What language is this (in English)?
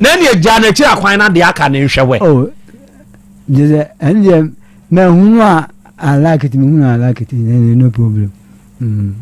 Akan